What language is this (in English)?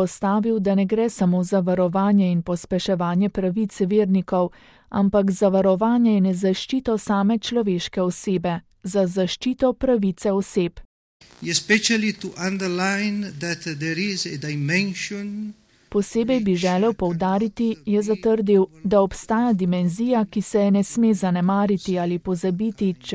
Slovenian